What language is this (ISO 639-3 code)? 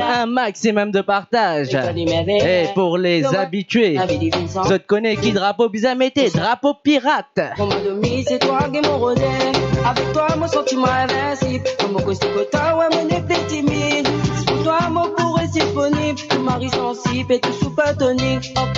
mfe